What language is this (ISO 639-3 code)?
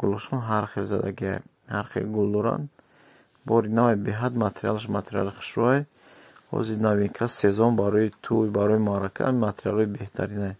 tgk